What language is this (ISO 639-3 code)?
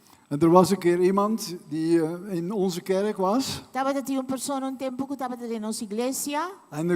pap